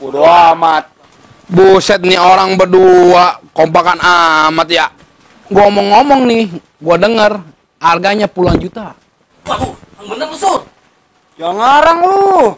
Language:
Betawi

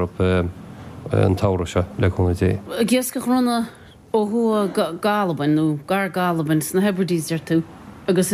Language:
Irish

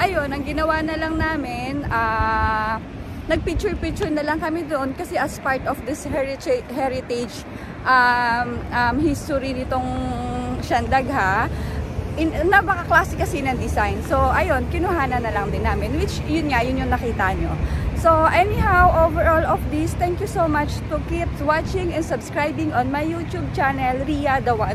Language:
Filipino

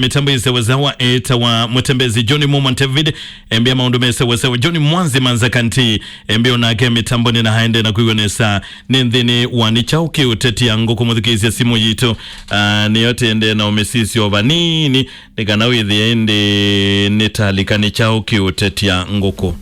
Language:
Kamba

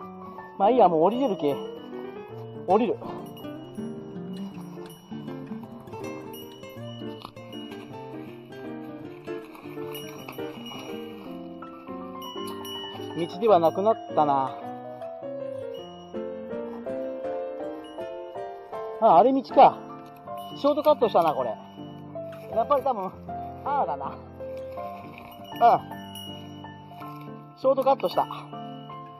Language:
Japanese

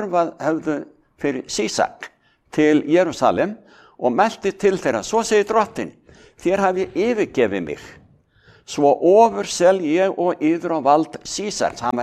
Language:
Icelandic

